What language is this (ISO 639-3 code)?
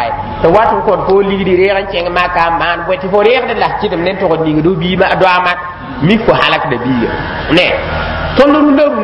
mos